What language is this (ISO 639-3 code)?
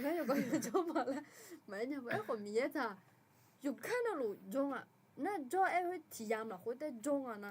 ahk